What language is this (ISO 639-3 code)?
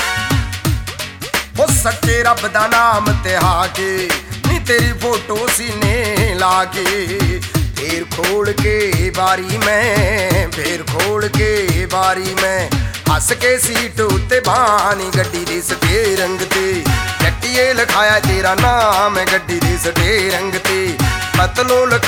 pan